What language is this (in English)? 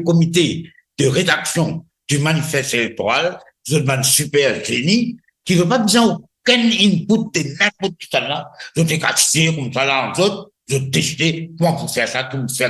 Morisyen